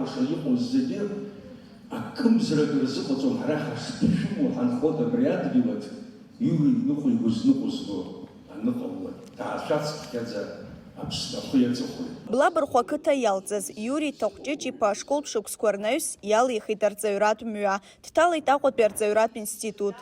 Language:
Abkhazian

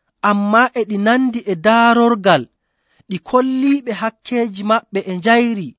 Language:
Nigerian Fulfulde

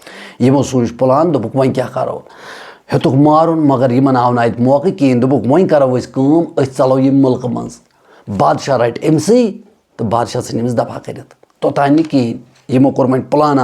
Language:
Kashmiri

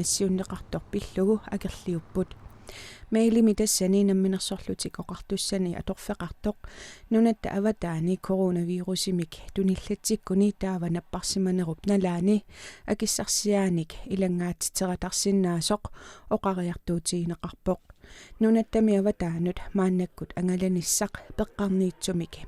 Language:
Kalaallisut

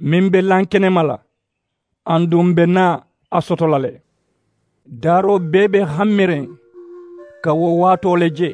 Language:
Mandingo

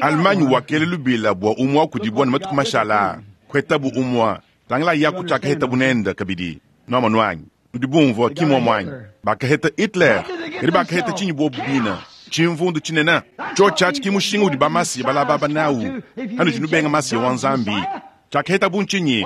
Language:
Luba-Lulua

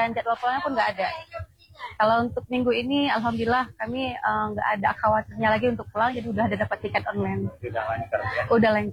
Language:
Indonesian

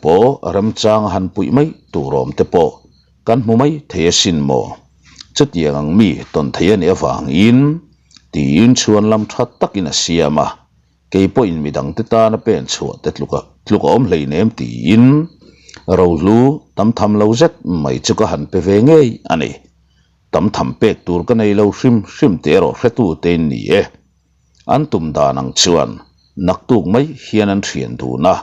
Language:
Mizo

